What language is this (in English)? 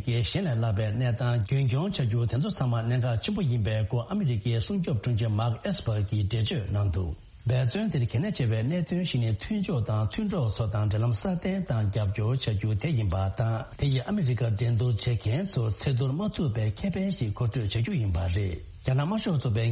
Tibetan